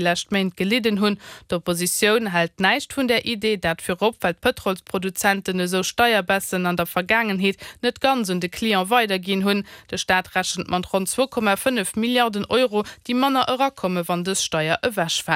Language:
Luxembourgish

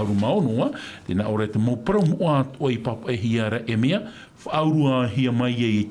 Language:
Tahitian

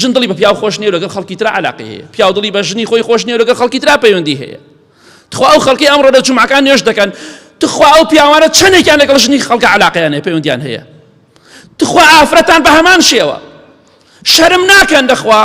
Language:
Central Kurdish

